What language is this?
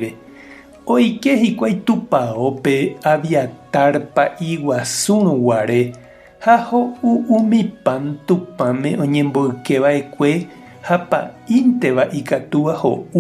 Guarani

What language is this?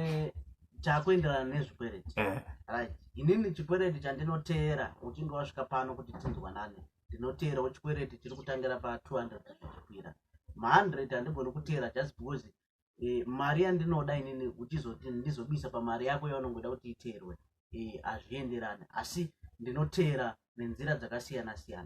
Shona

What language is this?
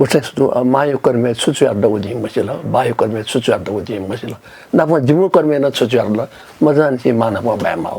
Newari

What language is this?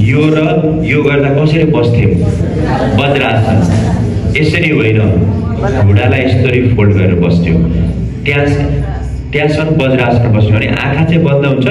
Nepali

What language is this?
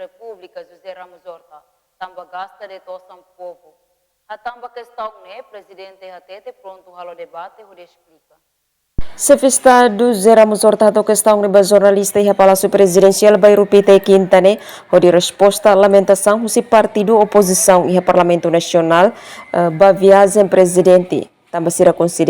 Tetum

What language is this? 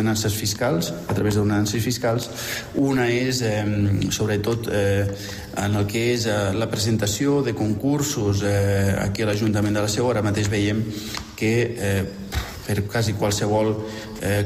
Catalan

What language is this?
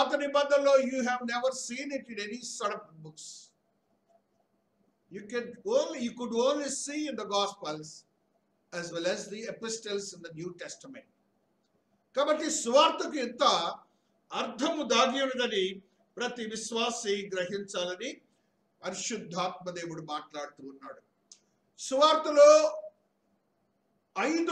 Telugu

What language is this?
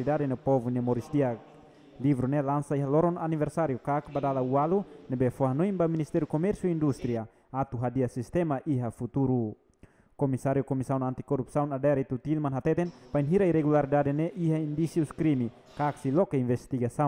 Tetum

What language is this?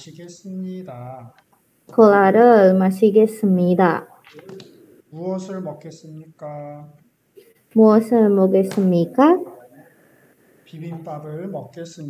Korean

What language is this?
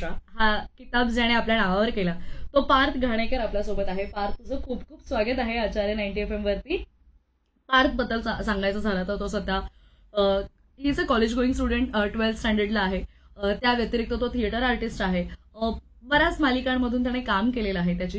Marathi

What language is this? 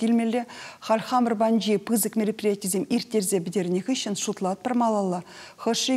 Chuvash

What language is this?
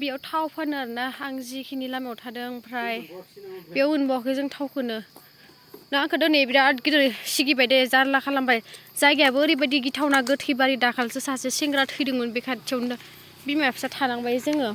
Bodo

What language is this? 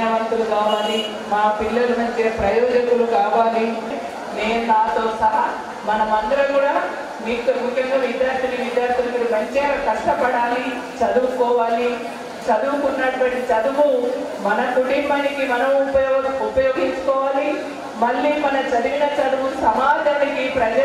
Telugu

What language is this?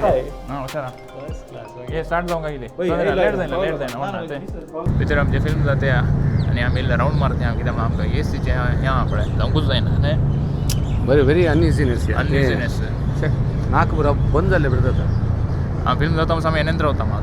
Konkani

